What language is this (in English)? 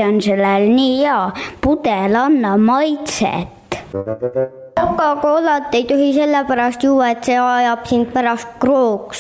Estonian